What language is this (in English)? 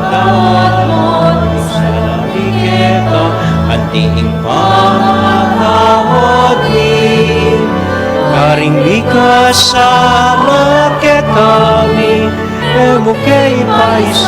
Pampanga